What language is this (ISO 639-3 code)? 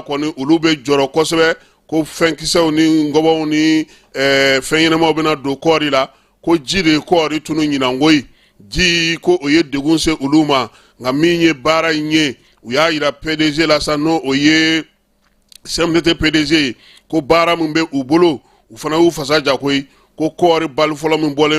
bam